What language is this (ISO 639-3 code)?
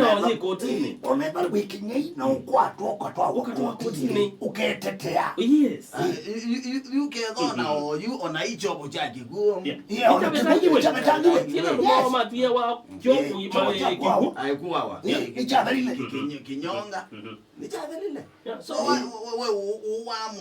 kam